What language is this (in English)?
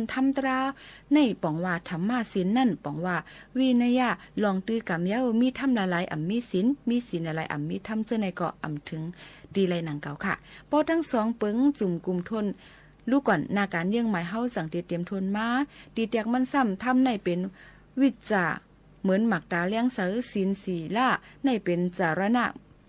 Shan